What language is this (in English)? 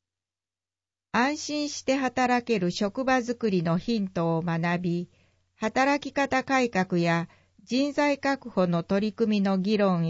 Japanese